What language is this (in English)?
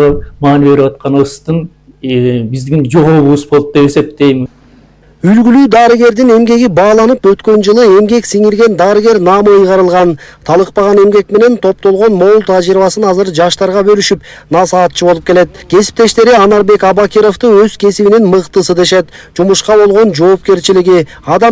Kyrgyz